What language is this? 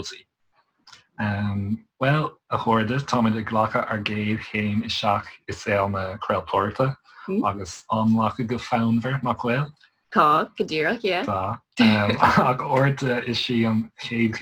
Irish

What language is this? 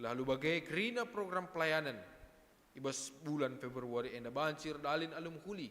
Batak Karo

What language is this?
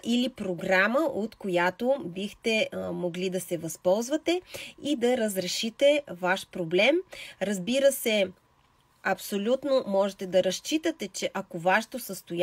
Bulgarian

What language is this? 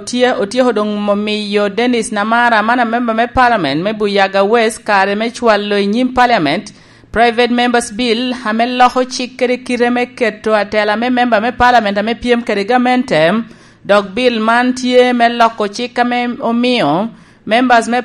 Lango (Uganda)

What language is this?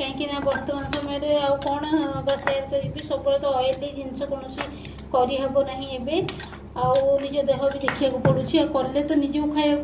Odia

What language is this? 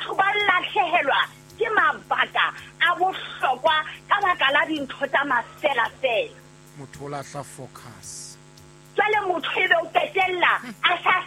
Southern Sotho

